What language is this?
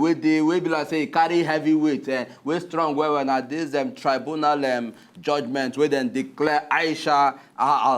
Nigerian Pidgin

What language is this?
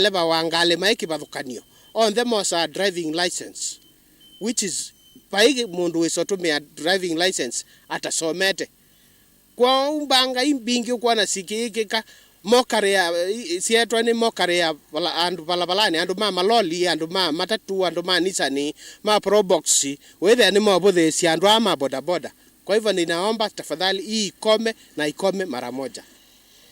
Kamba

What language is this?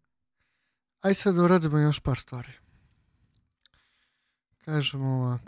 Serbian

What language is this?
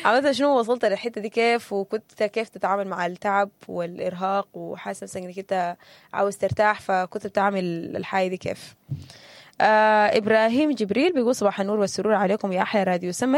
Sudanese Arabic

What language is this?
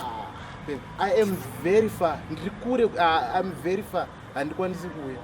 Shona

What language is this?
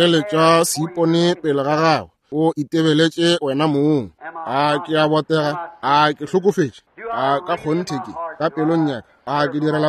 Northern Sotho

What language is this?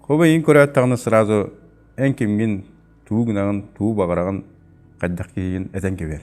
Yakut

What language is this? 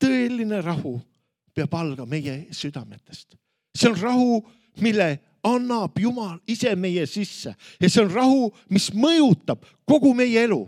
Estonian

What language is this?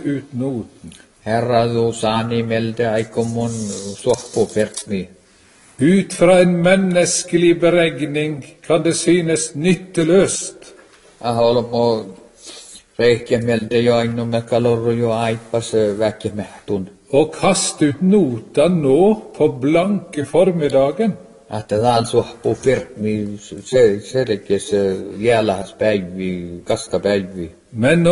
Norwegian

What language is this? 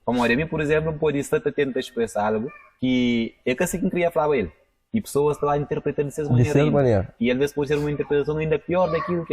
Kabuverdianu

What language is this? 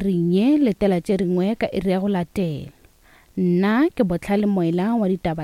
Northern Sotho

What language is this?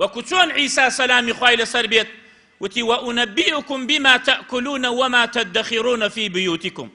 Central Kurdish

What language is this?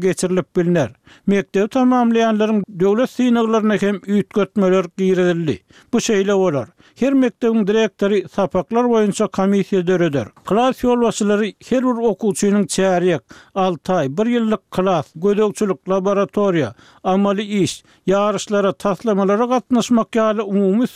Turkmen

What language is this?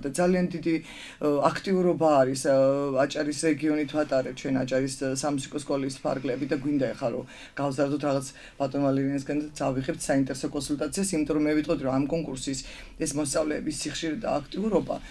Georgian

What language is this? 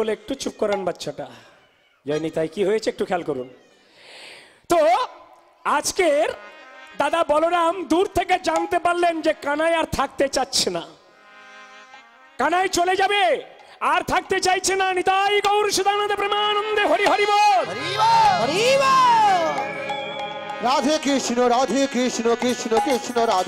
Bangla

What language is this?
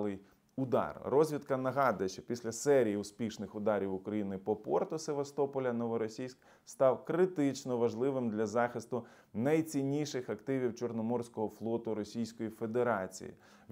Ukrainian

